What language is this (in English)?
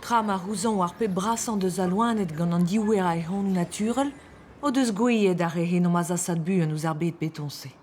Breton